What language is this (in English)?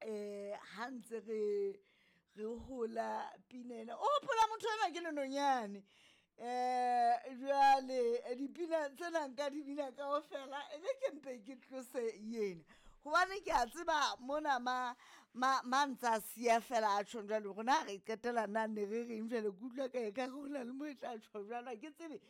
Southern Sotho